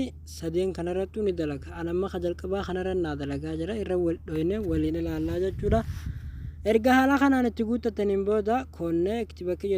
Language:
Oromo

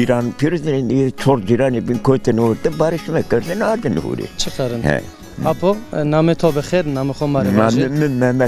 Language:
Zaza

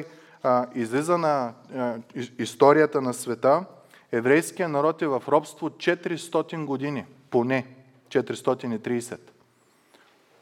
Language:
Bulgarian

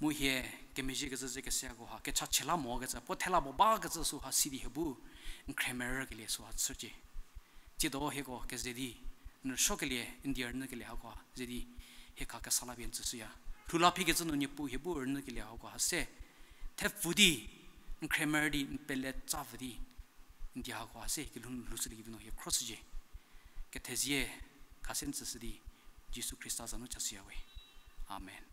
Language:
Angami Naga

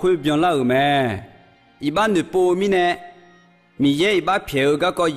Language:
Akha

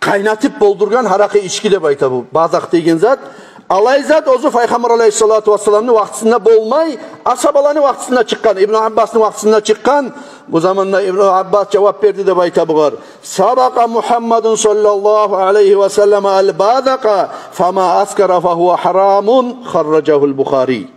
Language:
Kumyk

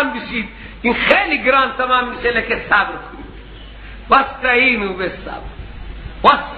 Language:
Persian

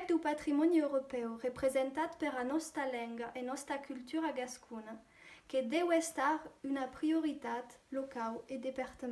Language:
Occitan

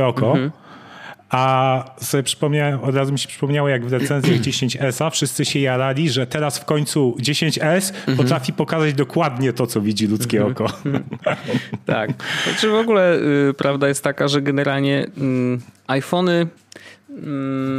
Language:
Polish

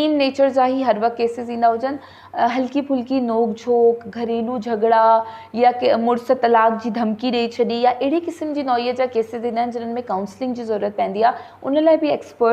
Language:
Sindhi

